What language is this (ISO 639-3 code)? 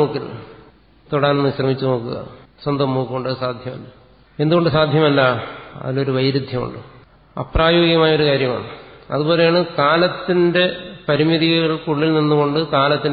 mal